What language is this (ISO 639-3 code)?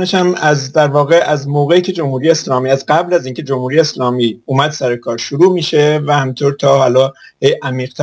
fas